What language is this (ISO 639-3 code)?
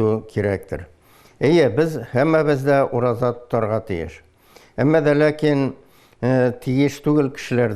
tat